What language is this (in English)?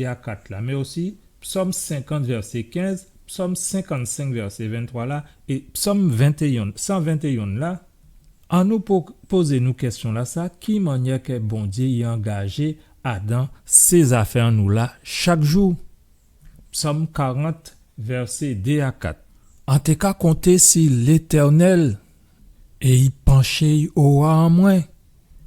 Guadeloupean Creole French